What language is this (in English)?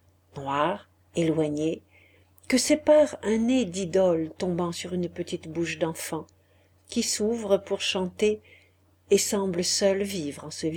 French